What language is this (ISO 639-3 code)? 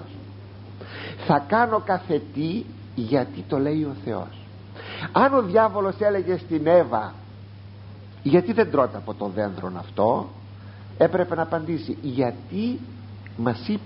ell